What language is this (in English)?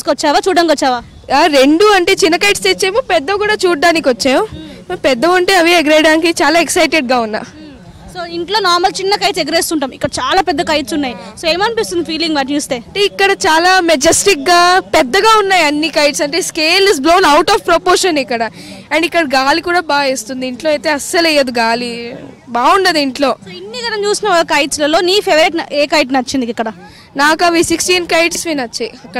Telugu